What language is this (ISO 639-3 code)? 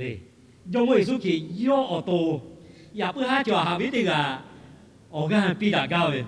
lhu